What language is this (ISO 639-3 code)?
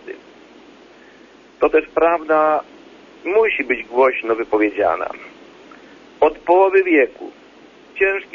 pol